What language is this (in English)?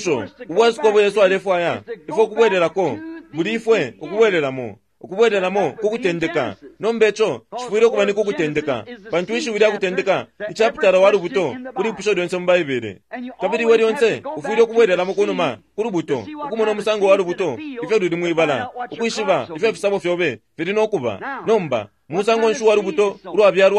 Bemba